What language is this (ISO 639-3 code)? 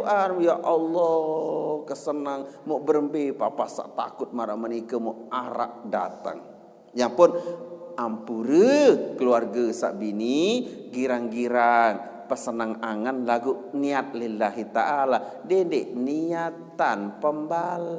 sas